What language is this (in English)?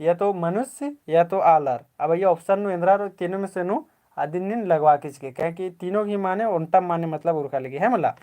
Kurukh